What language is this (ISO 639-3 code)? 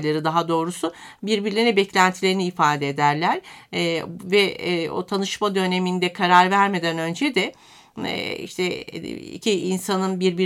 tur